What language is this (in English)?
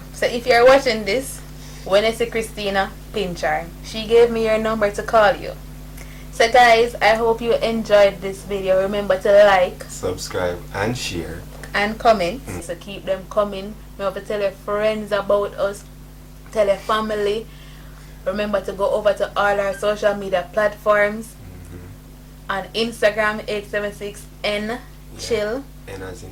Jamaican Creole English